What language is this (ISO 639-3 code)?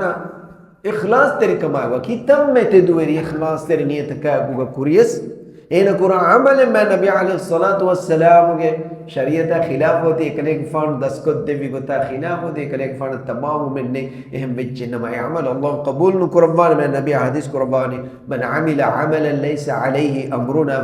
div